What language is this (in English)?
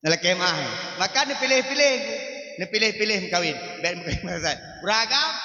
Achinese